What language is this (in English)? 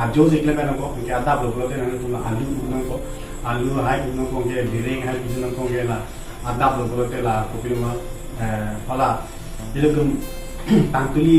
Karbi